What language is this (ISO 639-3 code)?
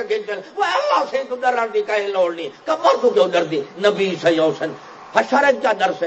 skr